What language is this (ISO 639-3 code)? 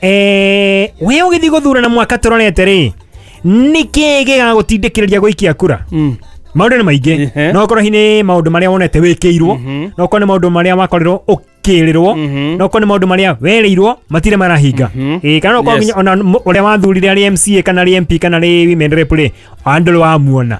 kik